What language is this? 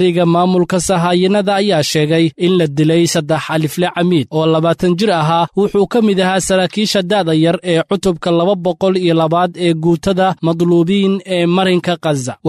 Somali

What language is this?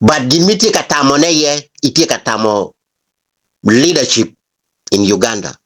Acoli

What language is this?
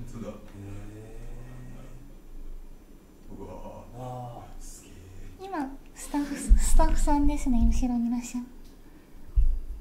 Japanese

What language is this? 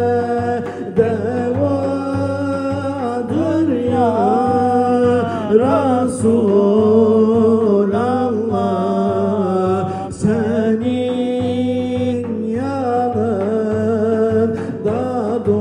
Turkish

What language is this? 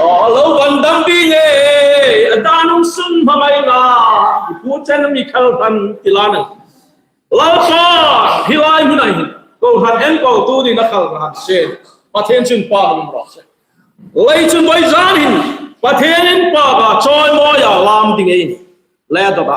Hmar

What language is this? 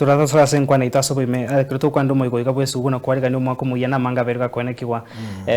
Gusii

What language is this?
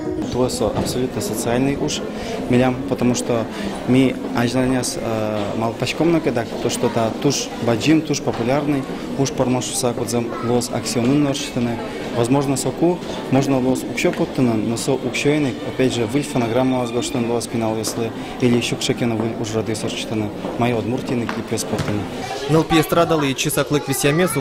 Udmurt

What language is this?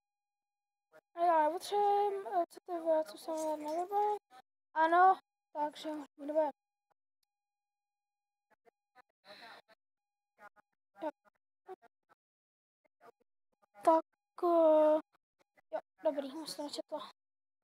Czech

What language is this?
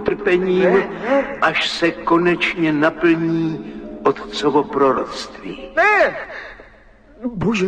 Czech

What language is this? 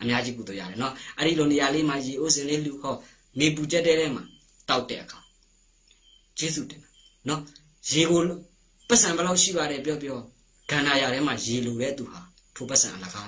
Burmese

